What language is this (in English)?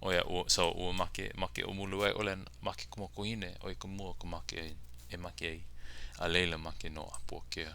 Hawaiian